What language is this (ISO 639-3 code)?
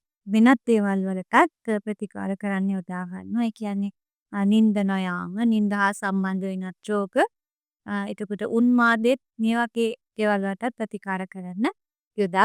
sin